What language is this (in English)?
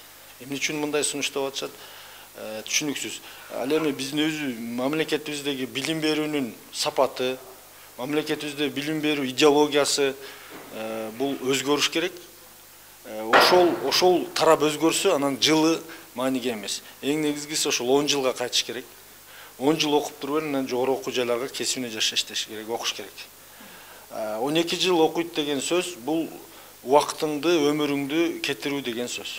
Kyrgyz